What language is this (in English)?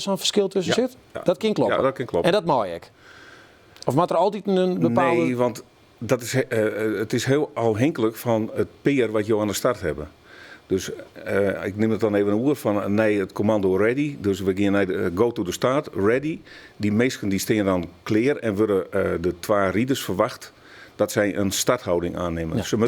Western Frisian